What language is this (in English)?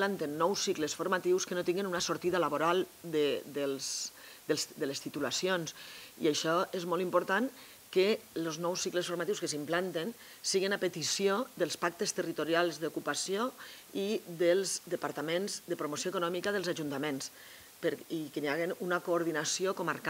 Catalan